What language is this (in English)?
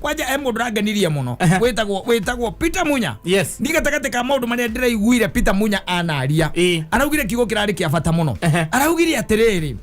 Kikuyu